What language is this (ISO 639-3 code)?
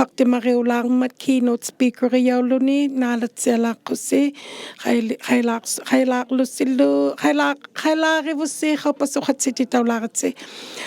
iku